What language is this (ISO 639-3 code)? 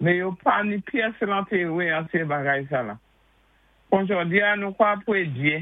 acf